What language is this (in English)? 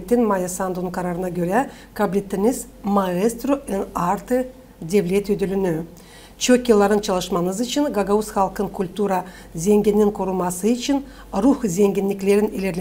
Gagauz